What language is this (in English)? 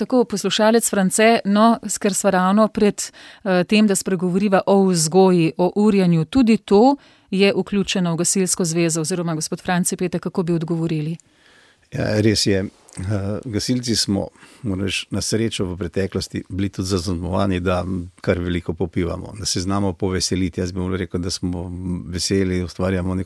Slovenian